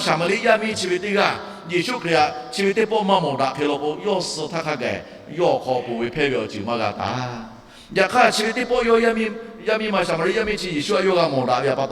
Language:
Lahu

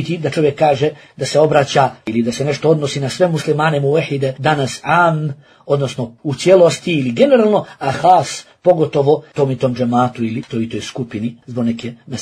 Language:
Bosnian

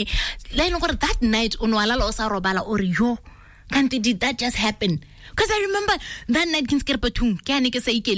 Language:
Tswana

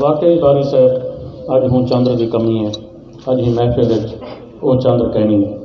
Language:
Saraiki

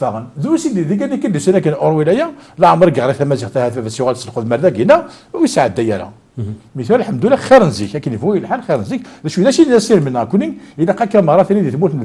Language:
Kabyle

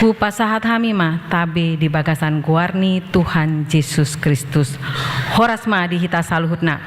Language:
Batak Toba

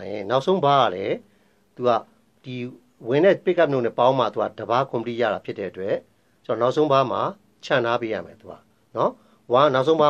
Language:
Burmese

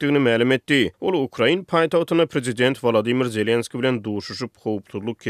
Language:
Turkmen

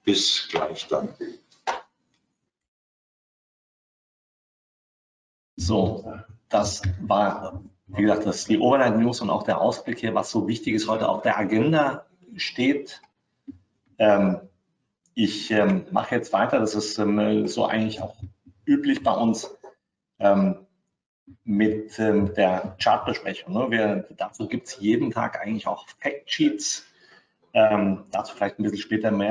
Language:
German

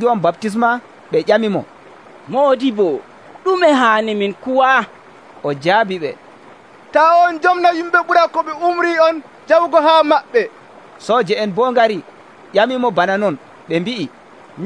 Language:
Nigerian Fulfulde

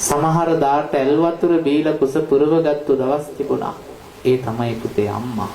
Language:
Sinhala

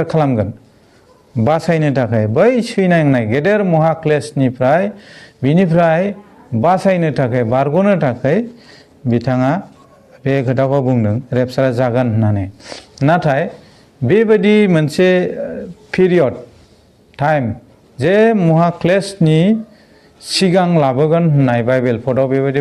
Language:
Bodo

